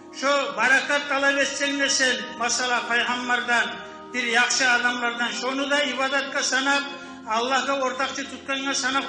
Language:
Kumyk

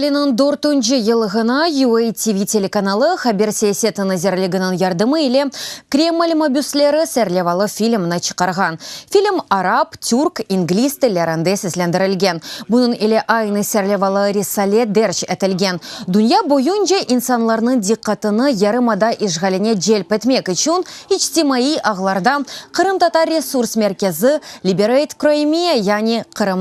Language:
Crimean Tatar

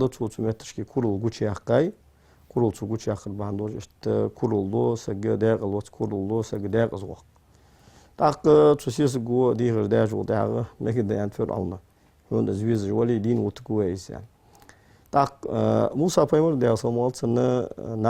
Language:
Ingush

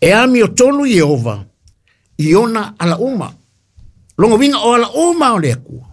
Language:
Samoan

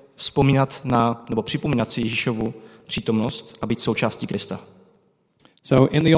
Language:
Czech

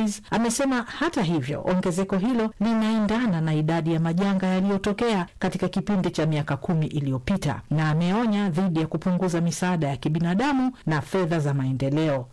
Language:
Swahili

